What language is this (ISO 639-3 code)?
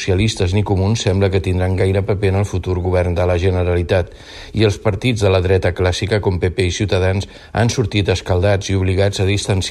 cat